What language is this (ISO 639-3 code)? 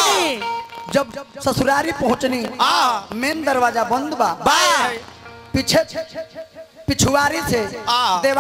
bho